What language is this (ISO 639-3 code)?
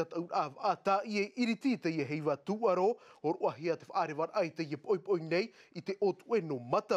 tah